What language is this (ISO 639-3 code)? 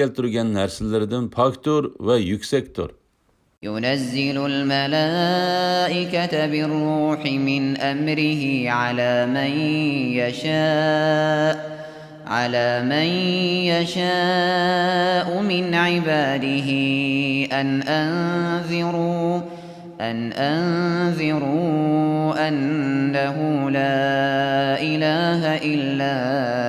uig